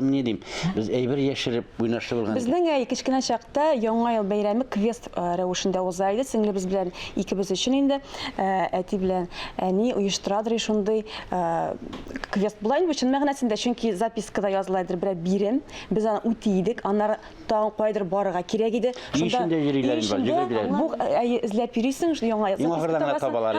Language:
Tatar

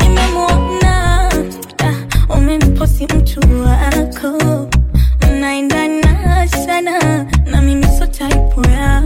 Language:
Swahili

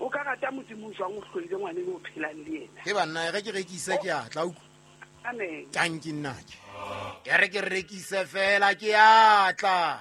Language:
Southern Sotho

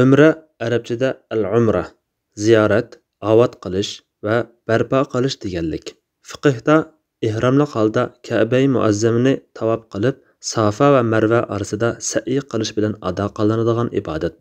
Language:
Uyghur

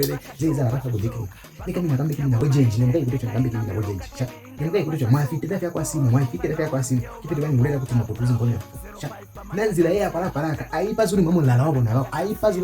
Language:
Lozi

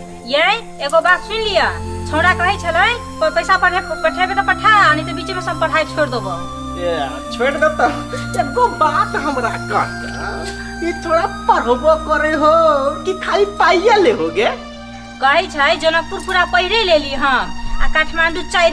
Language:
Maithili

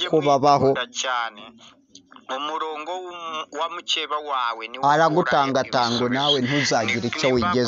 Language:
Kinyarwanda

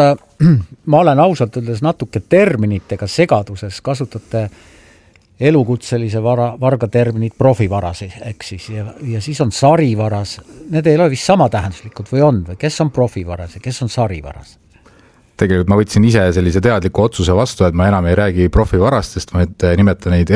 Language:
Estonian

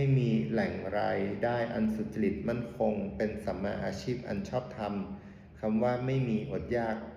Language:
Pali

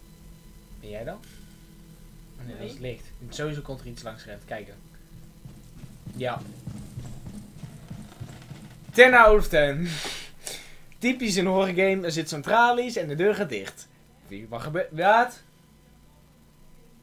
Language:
Dutch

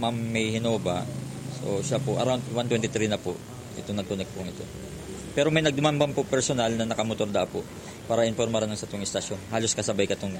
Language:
Bikol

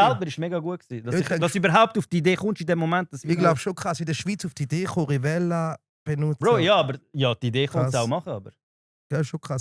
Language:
Swiss German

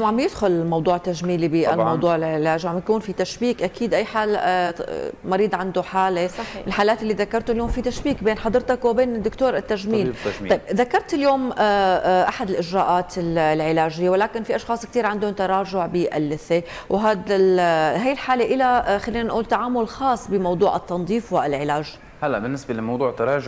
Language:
North Levantine Arabic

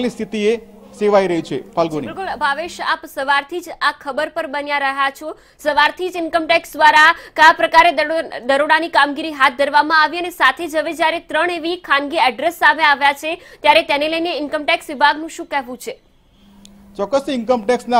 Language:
Gujarati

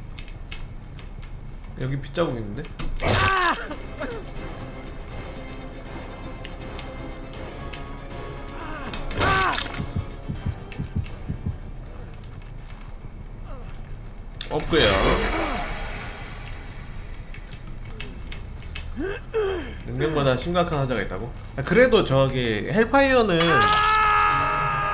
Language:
Korean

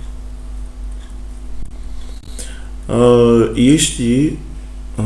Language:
Polish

